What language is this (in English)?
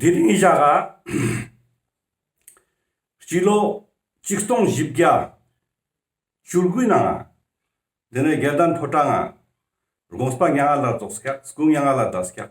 Ladakhi